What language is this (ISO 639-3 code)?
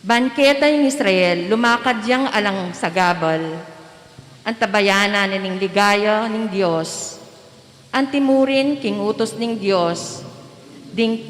pam